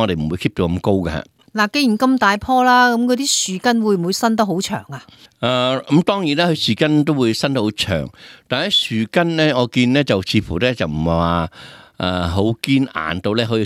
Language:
Cantonese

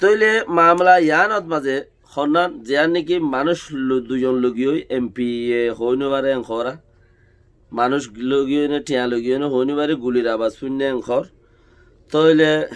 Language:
Rohingya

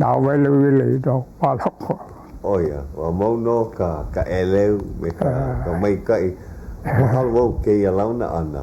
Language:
Hawaiian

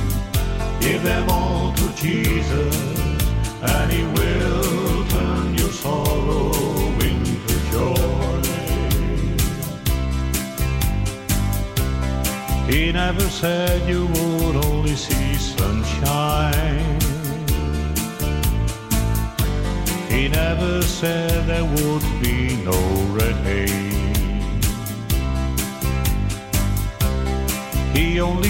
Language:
English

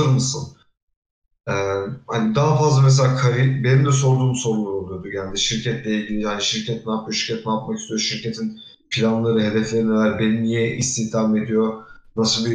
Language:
Turkish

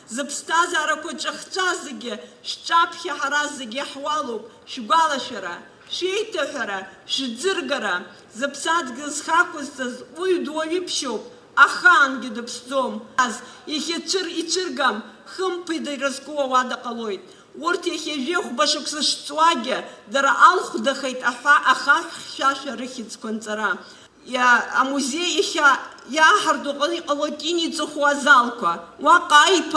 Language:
Abkhazian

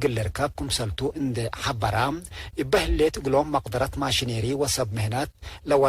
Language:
Tigre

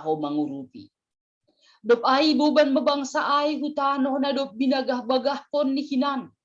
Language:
Batak Simalungun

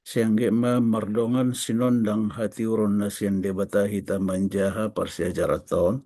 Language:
Batak Toba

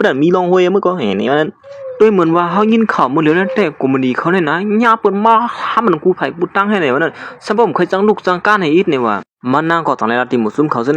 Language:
Shan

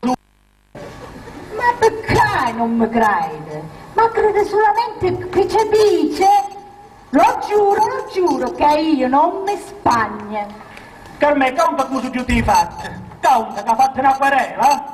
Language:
Sicilian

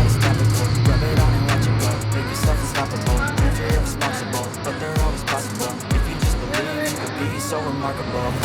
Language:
Santali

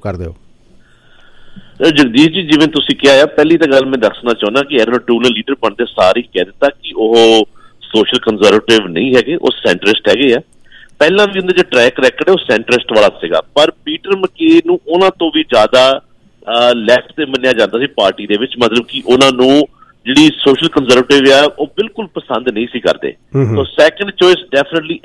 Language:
Punjabi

